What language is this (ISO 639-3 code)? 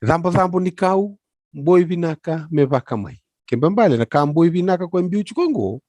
fij